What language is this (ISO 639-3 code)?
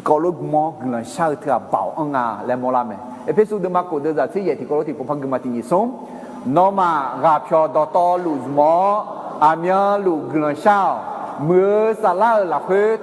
ahk